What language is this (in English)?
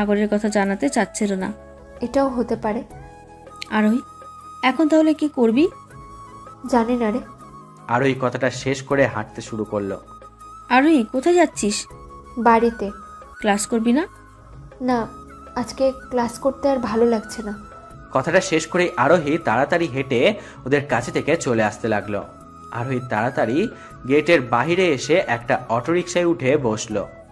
Bangla